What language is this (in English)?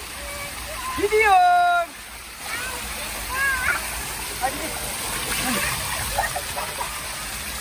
Turkish